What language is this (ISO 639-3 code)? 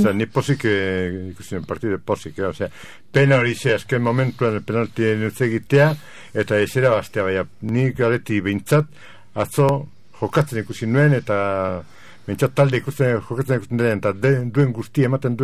eus